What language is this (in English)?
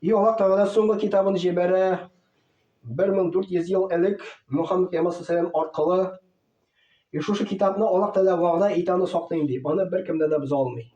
Tatar